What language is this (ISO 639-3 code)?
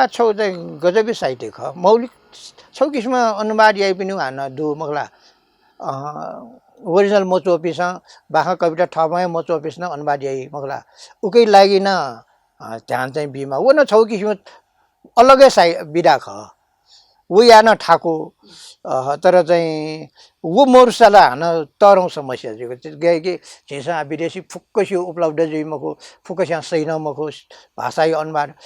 new